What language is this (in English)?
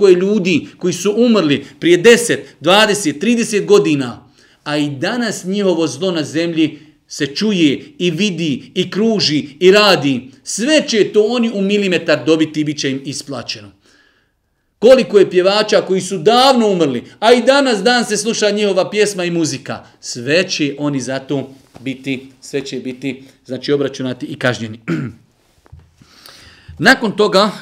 Bosnian